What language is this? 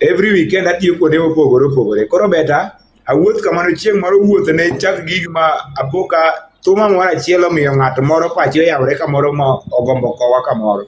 Luo (Kenya and Tanzania)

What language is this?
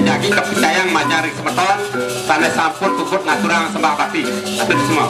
Balinese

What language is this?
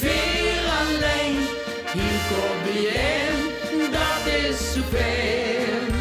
Limburgish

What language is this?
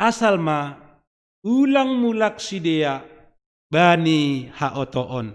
Batak Simalungun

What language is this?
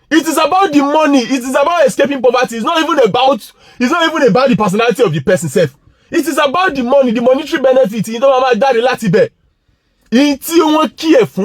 Yoruba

